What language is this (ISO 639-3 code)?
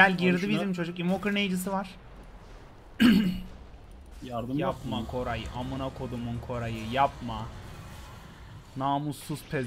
tur